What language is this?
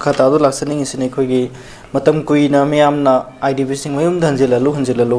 Manipuri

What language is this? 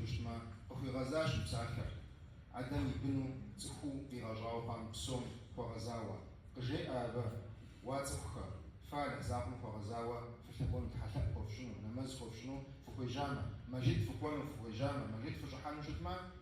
Kabardian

